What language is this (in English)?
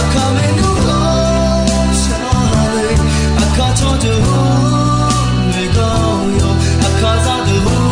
Akha